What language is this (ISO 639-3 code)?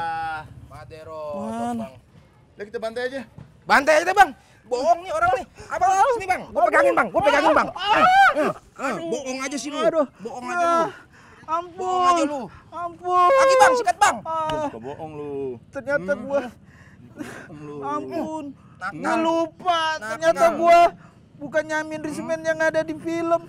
bew